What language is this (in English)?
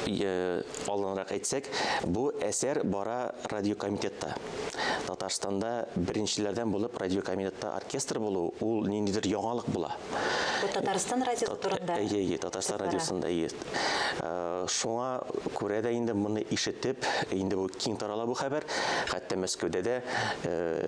Tatar